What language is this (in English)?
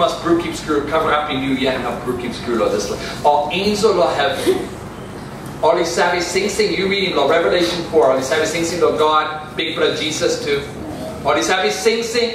Tok Pisin